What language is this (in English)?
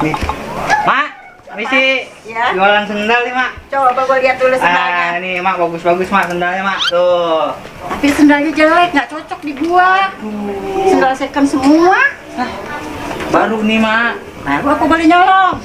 Betawi